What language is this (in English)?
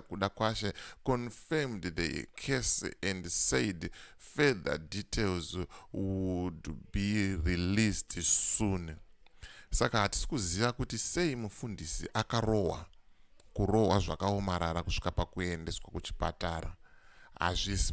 Shona